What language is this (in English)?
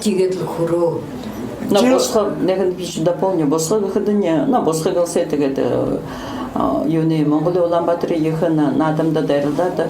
Buriat